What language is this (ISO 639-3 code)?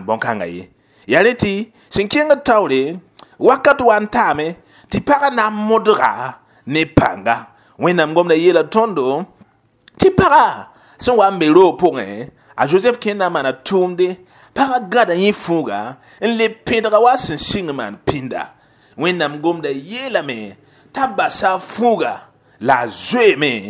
mos